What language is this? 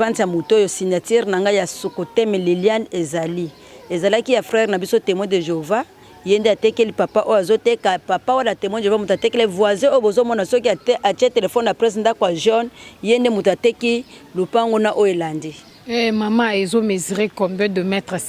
Lingala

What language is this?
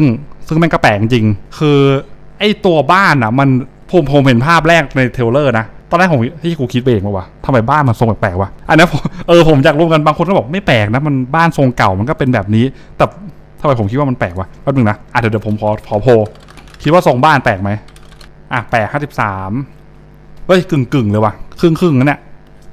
Thai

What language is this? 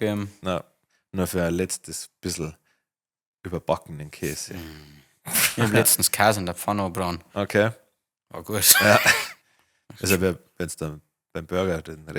Bavarian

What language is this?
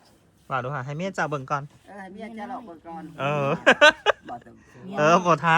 Northeastern Thai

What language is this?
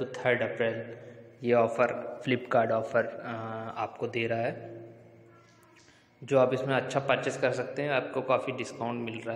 Hindi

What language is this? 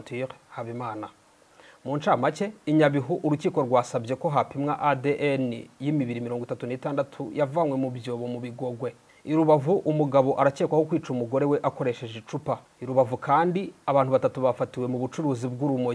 Kinyarwanda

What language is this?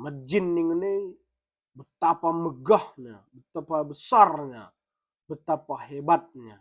Batak Karo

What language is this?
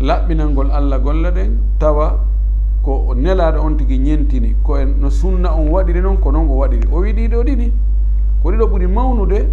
Fula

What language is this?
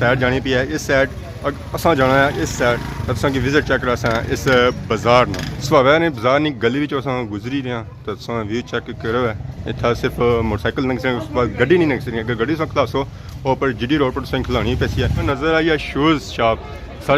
Pahari-Potwari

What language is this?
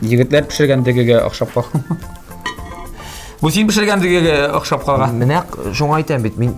Tatar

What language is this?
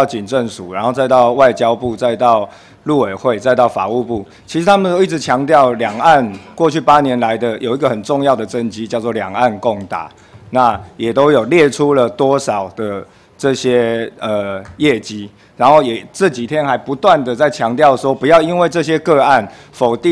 Chinese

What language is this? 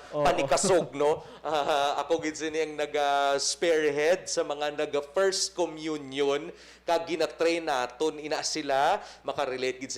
Hiligaynon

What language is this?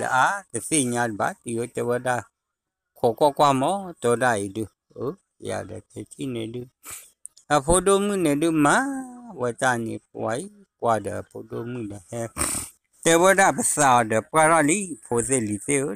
S'gaw Karen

